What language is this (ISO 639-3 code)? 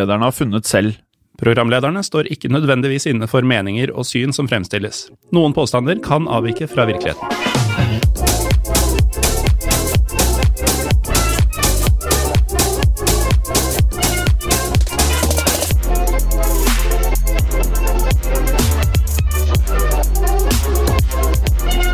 nor